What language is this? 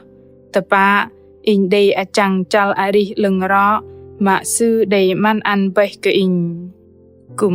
Bahnar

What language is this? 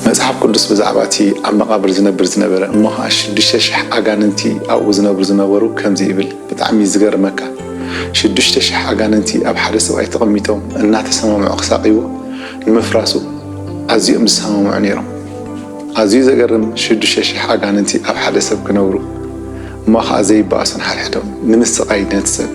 Tigrinya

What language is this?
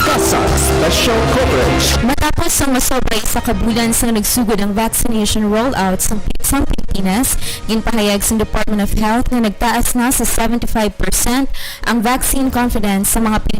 Hiligaynon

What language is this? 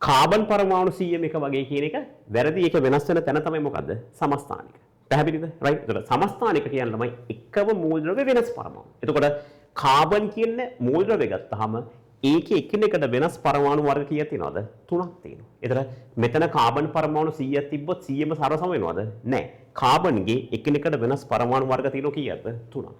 Sinhala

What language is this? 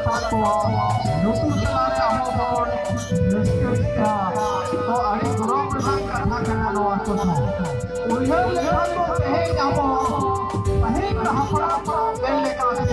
Santali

